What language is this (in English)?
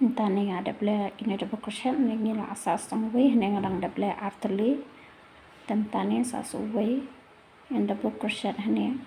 Khasi